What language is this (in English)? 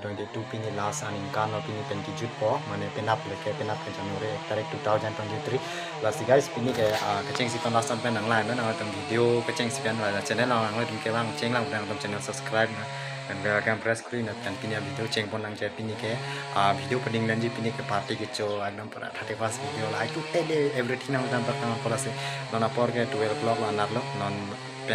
Karbi